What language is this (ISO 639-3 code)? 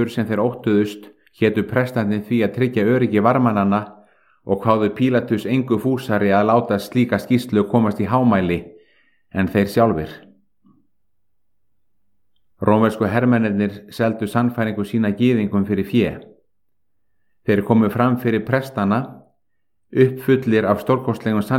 isl